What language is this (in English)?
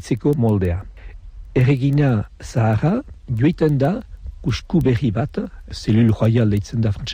Basque